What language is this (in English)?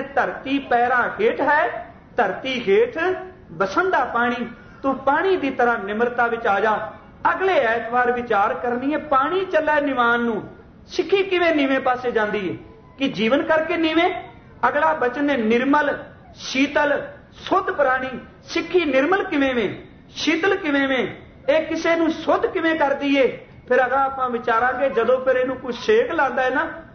Punjabi